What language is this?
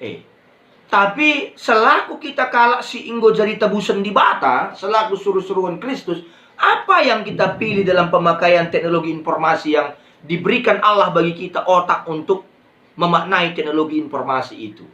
Batak Karo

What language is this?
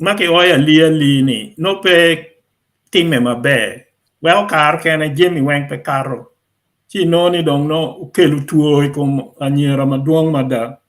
Acoli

